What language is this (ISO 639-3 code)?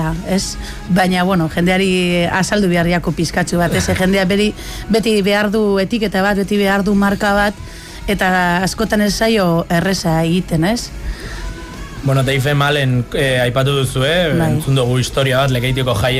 eus